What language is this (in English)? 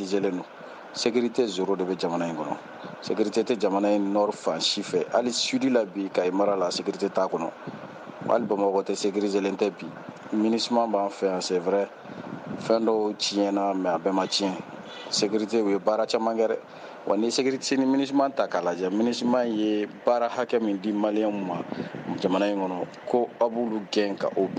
Bambara